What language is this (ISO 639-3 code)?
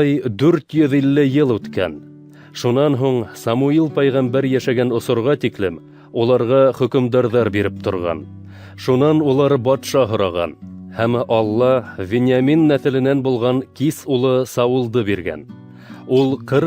bak